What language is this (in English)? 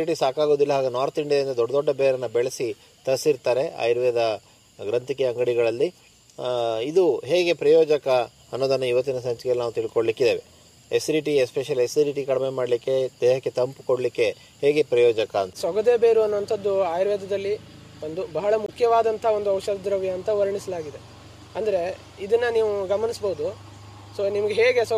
Kannada